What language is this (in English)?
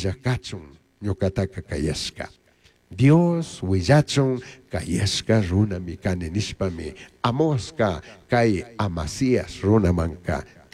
Chimborazo Highland Quichua